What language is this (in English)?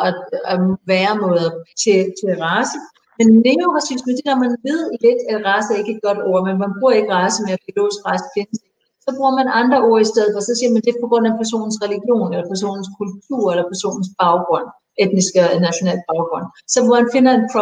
Danish